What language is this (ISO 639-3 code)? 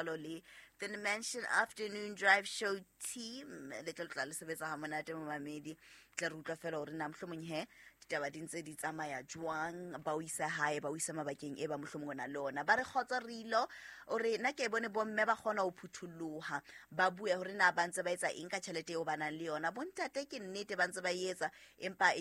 sot